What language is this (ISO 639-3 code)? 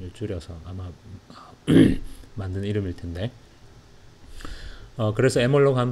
kor